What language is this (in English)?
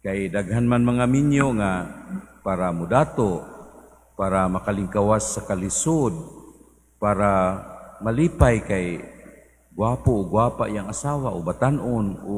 Cebuano